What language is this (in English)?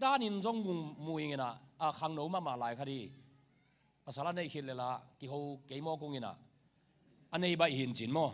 Tedim Chin